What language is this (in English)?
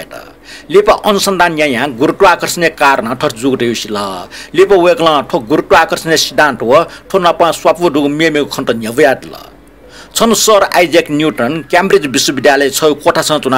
Newari